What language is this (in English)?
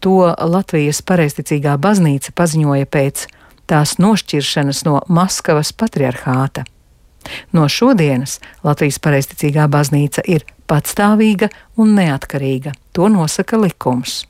Latvian